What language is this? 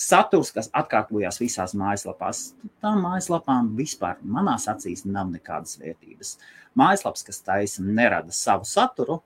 Latvian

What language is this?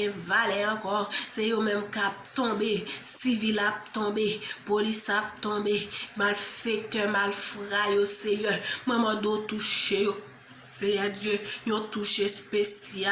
Haitian Creole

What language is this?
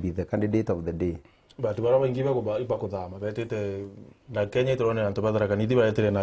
Meru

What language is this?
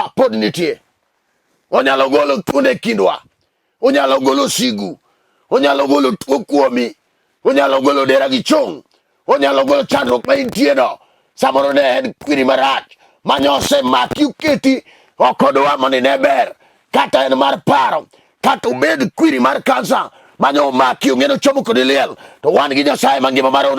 Luo (Kenya and Tanzania)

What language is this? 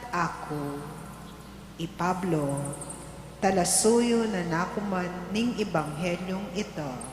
Pampanga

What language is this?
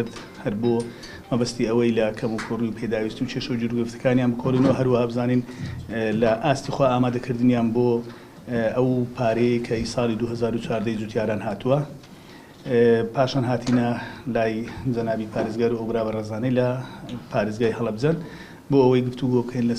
Central Kurdish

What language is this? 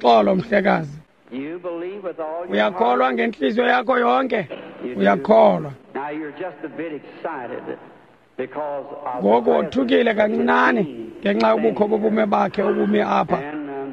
Xhosa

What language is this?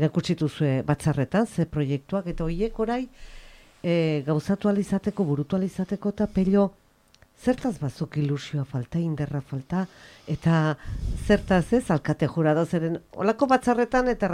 Basque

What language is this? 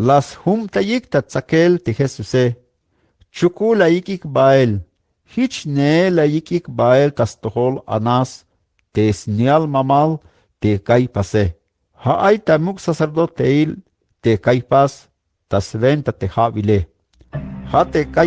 Tzeltal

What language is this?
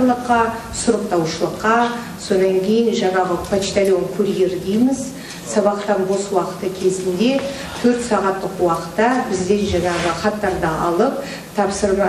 Kazakh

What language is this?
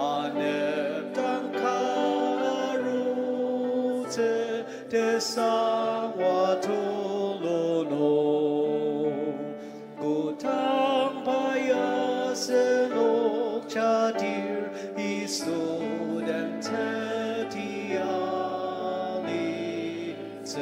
Ao Naga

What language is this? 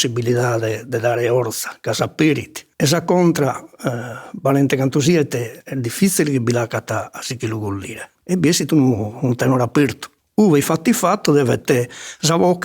Sardinian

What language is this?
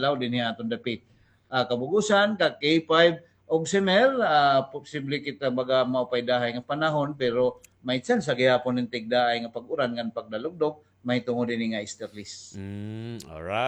Waray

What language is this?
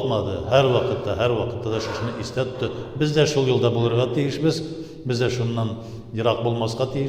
Tatar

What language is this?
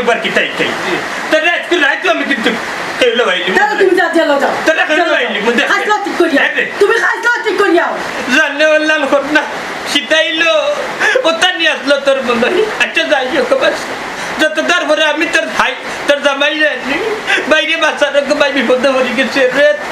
Sylheti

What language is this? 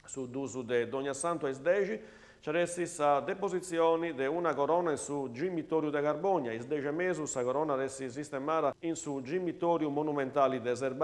Sardinian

